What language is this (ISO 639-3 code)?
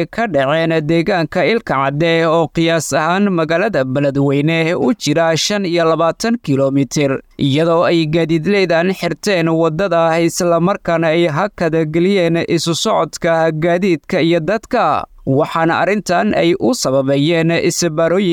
som